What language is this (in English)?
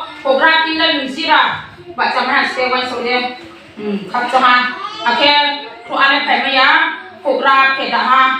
Riang (India)